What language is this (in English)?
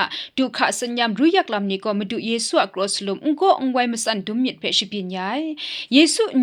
Kachin